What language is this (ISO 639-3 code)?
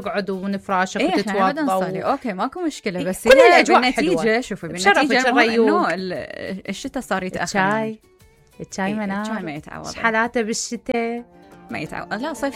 acm